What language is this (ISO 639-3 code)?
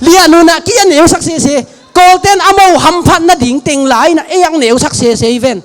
ctd